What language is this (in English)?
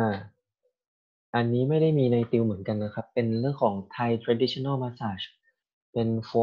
Thai